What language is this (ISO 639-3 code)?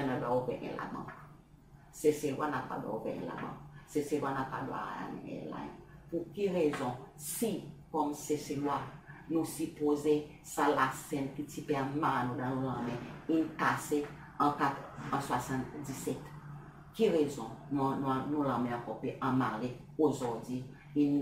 crs